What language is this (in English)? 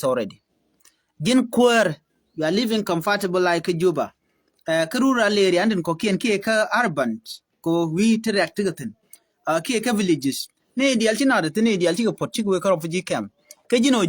Nuer